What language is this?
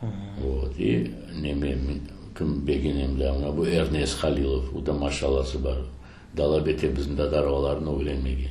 Crimean Tatar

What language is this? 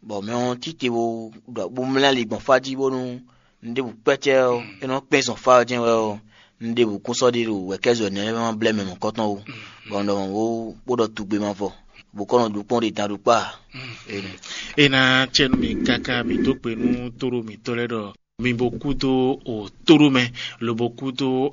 Fon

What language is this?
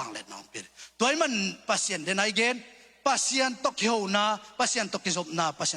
Tedim Chin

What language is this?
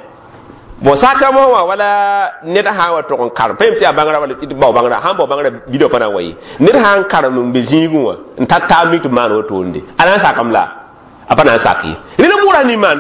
Mossi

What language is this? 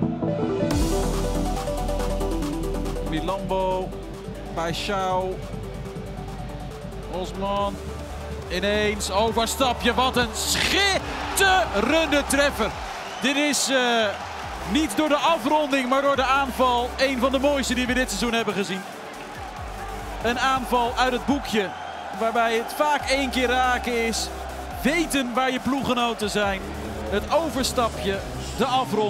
Dutch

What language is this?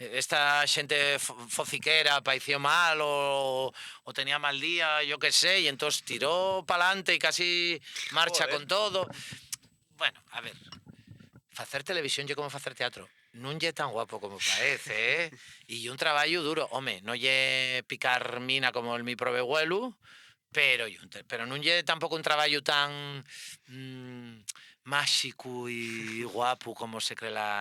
Asturian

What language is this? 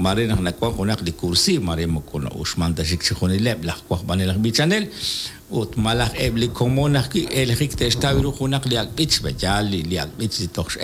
Kekchí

